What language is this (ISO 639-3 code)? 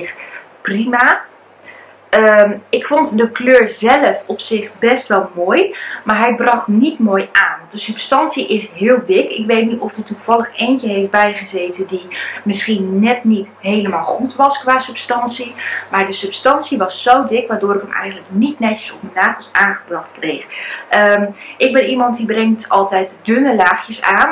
nld